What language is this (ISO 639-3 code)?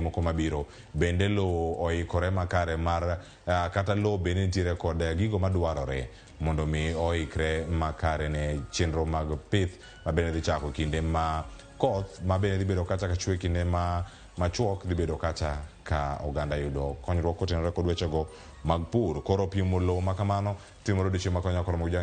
luo